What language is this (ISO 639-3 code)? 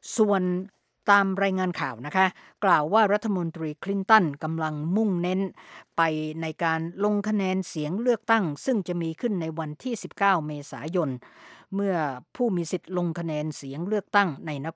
tha